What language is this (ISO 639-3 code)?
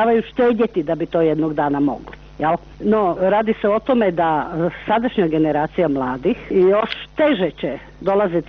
hrv